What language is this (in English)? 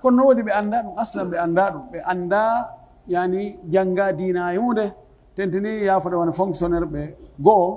Pular